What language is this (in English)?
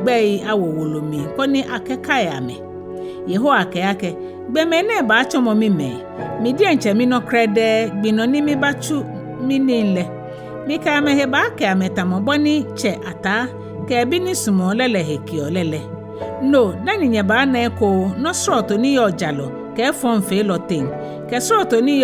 Ga